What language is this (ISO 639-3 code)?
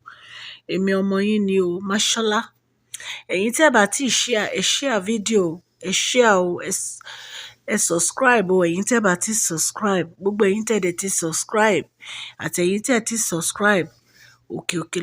yor